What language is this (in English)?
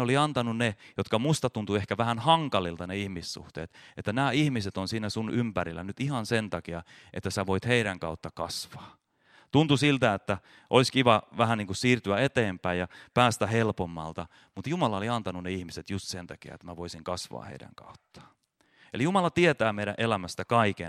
Finnish